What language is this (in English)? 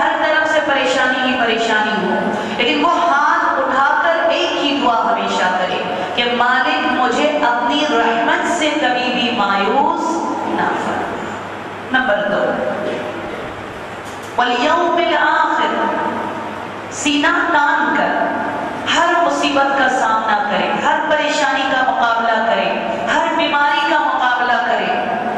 Urdu